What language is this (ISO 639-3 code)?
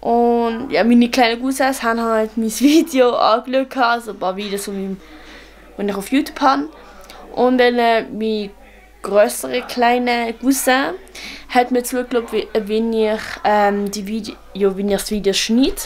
gsw